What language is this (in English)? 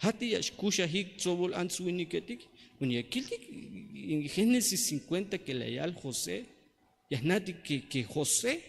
Tzeltal